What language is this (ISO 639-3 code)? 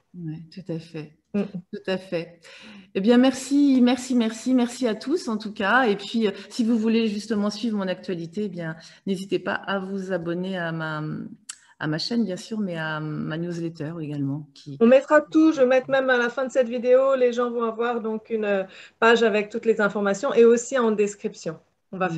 fra